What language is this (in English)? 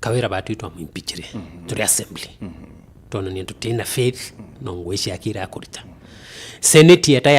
Meru